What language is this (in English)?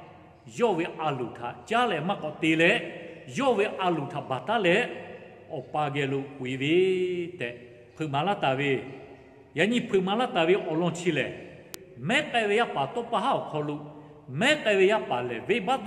Lahu